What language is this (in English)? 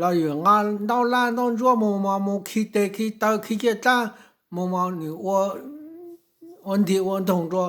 Hmong